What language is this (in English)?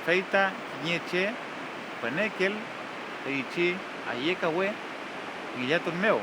Mapuche